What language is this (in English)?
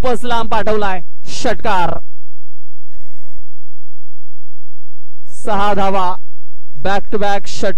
Marathi